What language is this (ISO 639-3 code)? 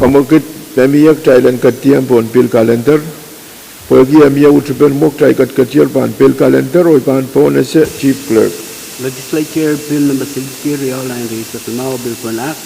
pon